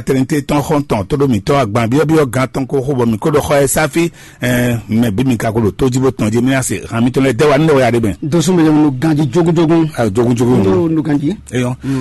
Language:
Fon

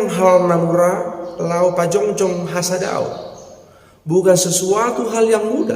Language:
Batak Toba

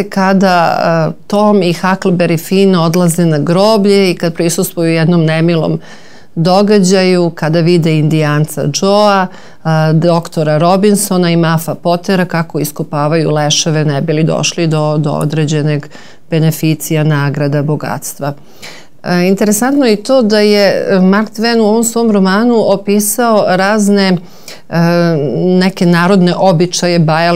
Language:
Serbian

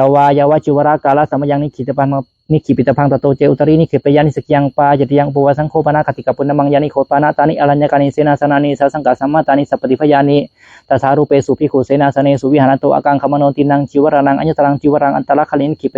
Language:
Pali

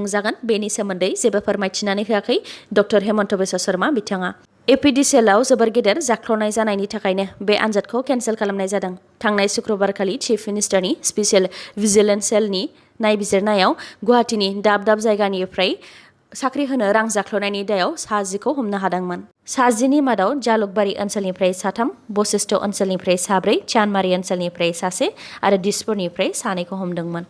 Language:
Bodo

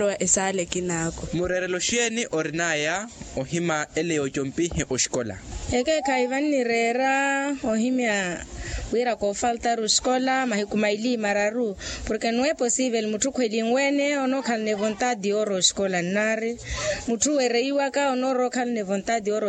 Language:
Makhuwa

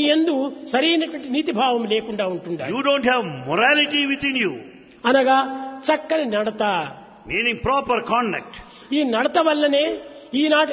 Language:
Telugu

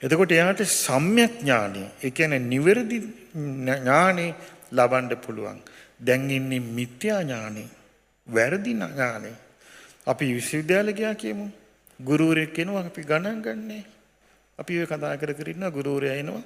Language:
Sinhala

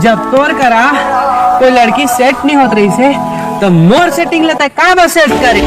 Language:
Chhattisgarhi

